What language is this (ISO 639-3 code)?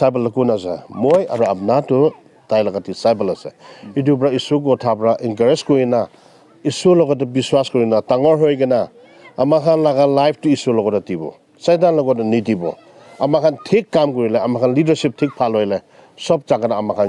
nag